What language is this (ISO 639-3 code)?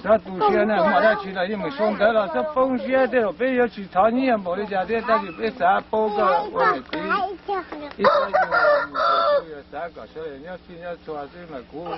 hmn